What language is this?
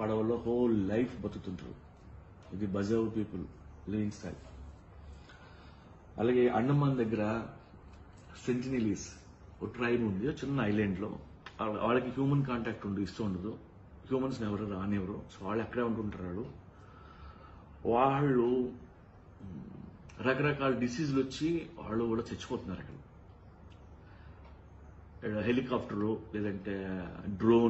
Telugu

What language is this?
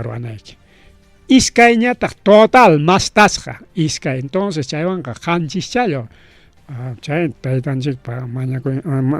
Ayacucho Quechua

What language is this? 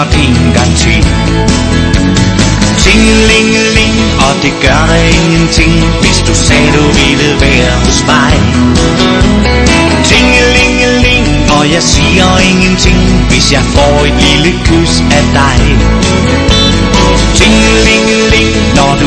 Danish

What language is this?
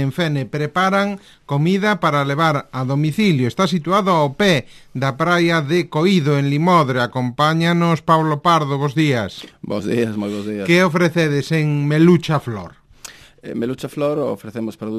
Galician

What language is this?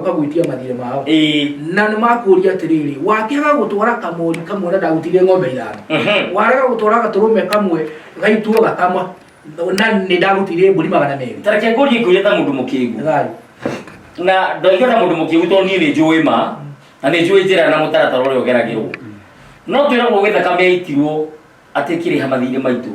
Kikuyu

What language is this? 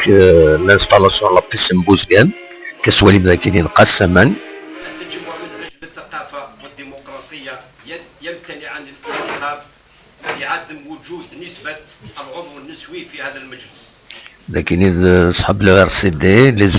Kabyle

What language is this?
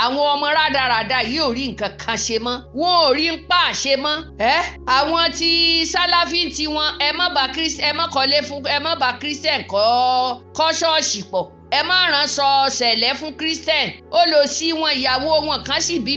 Yoruba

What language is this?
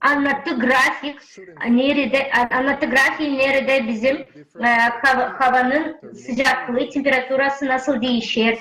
Gagauz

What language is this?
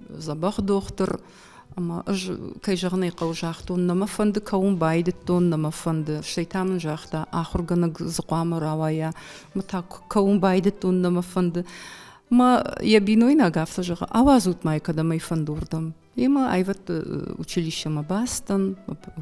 Ossetic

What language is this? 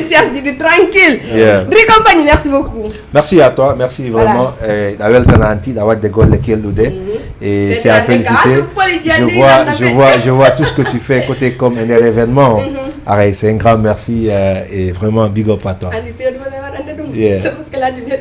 Fula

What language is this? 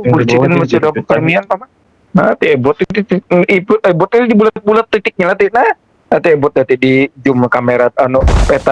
Banjar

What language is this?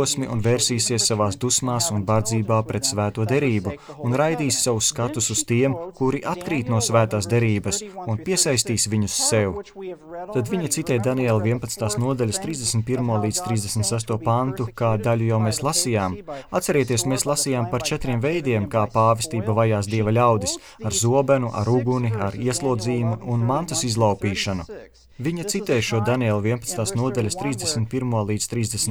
Latvian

